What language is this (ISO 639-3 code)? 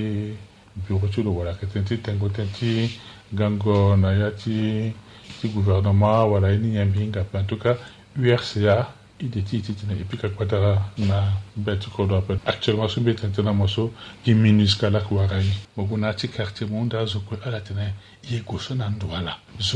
sag